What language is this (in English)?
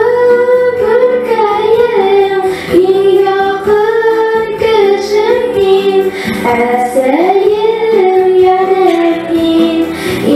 Bashkir